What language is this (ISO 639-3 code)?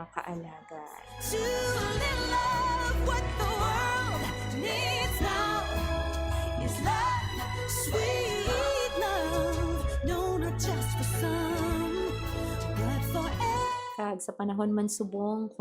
hil